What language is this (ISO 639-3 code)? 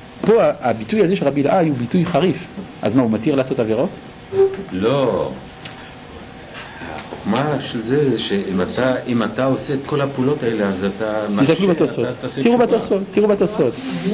heb